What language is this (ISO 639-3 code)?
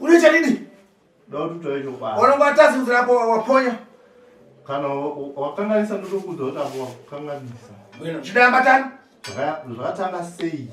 sna